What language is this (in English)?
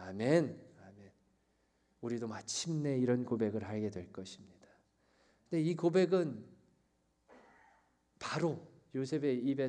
Korean